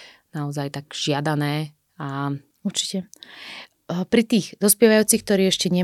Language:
Slovak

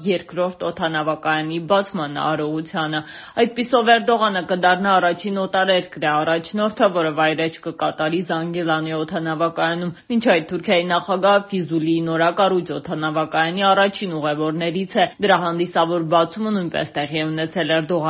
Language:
Armenian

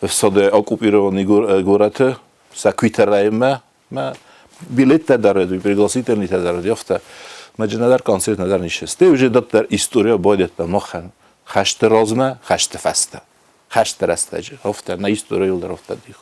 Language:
Ossetic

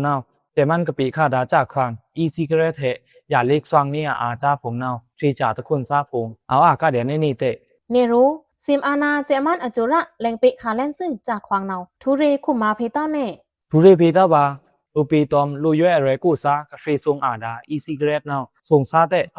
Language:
Pa'o Karen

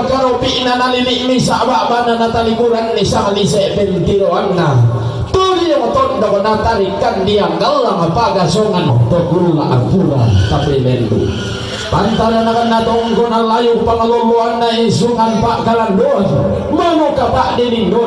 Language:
Toraja-Sa'dan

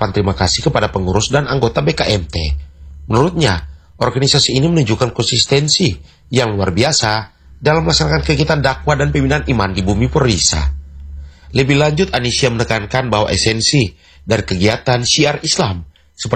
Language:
Indonesian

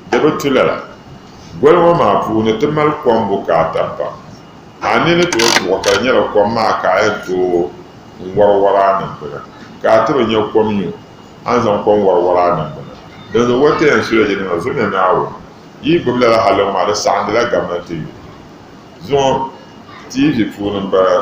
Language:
Dagbani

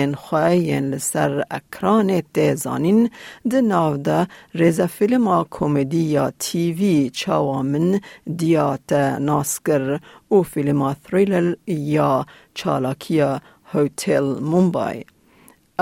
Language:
Kurdish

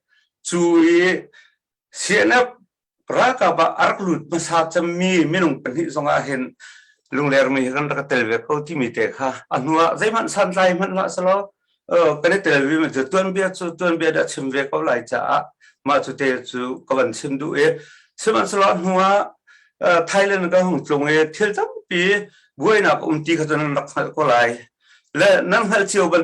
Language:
Hakha Chin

